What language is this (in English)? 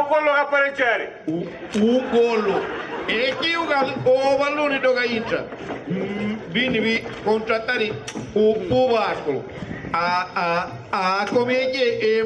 Sicilian